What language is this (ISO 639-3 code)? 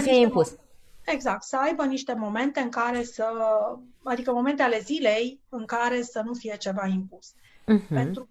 ron